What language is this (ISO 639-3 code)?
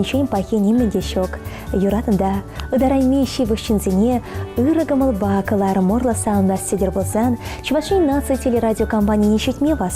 chv